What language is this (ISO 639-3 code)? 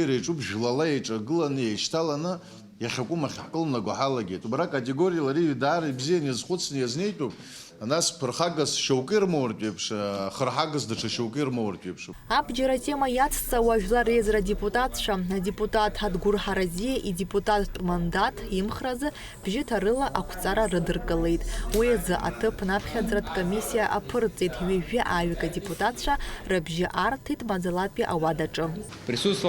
abk